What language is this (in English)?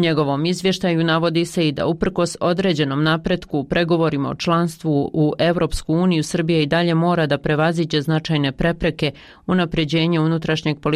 Bosnian